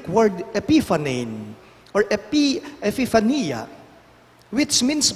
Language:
Pampanga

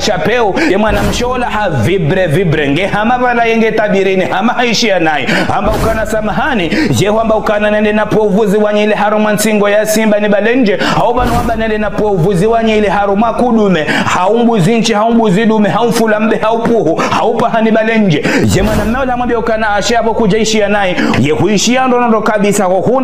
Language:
Ngazidja Comorian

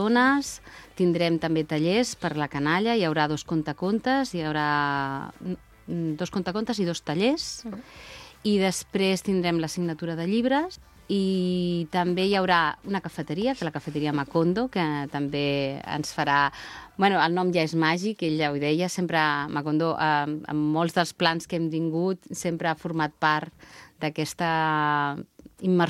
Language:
Catalan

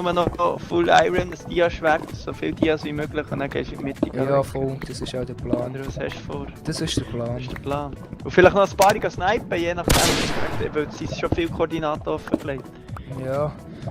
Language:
Swiss German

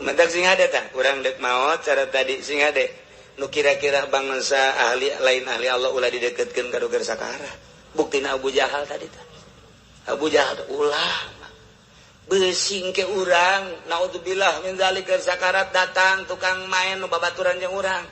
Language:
Sundanese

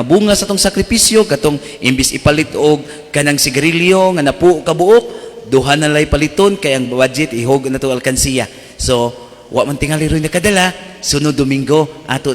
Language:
Cebuano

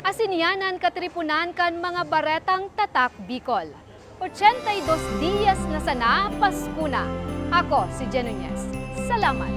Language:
Bikol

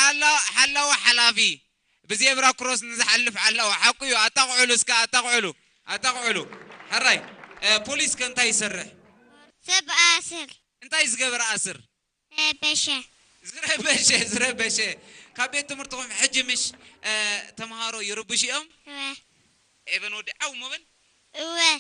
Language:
Tigrinya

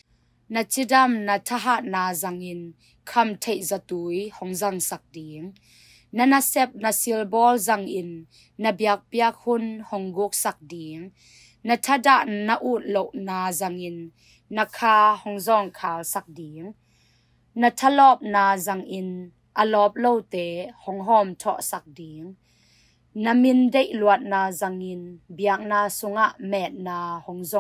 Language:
Tedim Chin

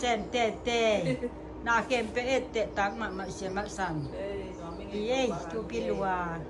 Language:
Tedim Chin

